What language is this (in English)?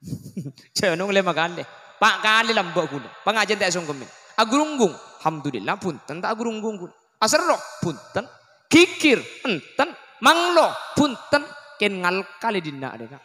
Madurese